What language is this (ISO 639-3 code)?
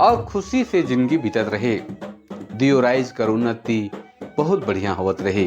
sck